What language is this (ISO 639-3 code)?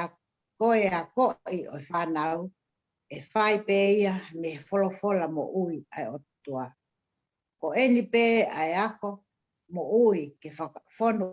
ton